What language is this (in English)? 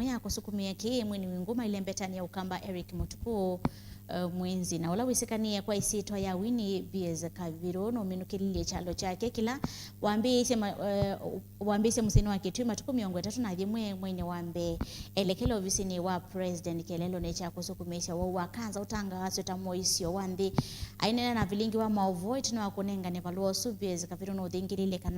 Kamba